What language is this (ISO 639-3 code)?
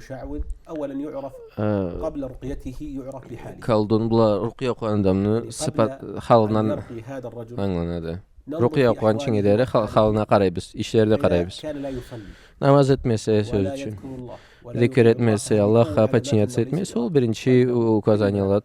krc